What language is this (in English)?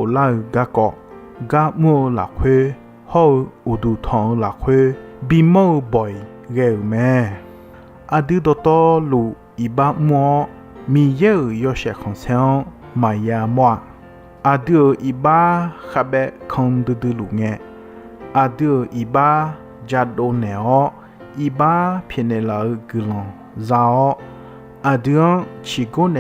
Akha